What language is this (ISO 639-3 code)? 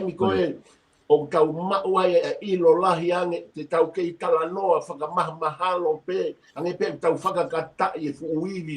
ton